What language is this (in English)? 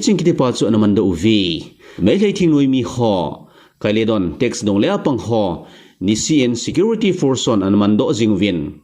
Thado Chin